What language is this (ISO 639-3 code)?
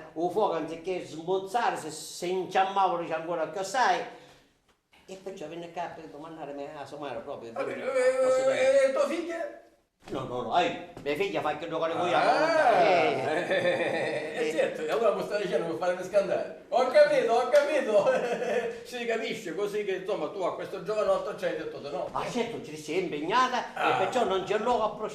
scn